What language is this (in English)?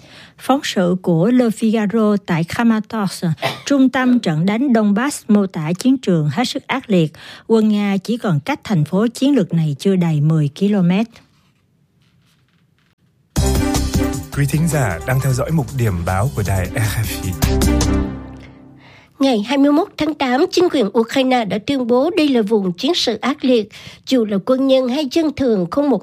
Vietnamese